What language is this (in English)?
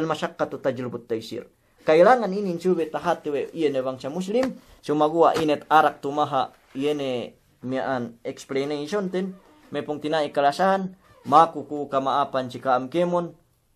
Yakan